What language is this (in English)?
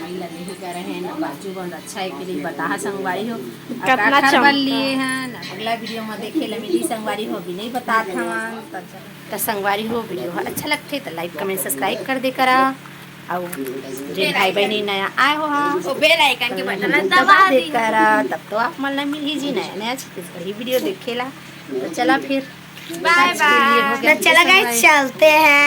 Chhattisgarhi